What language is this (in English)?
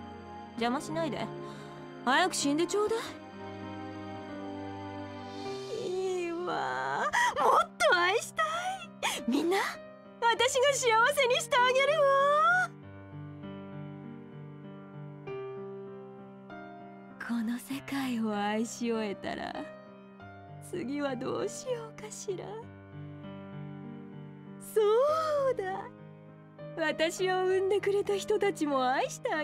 Japanese